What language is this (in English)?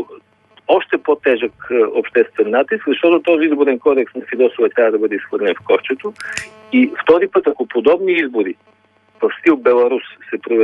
Bulgarian